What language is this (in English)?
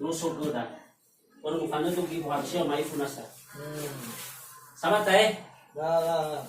Nias